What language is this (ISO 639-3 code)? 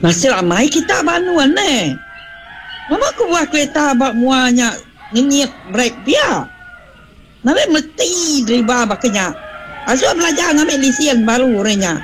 iba